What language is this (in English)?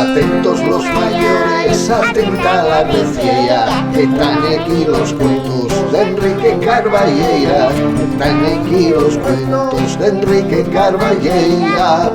Asturian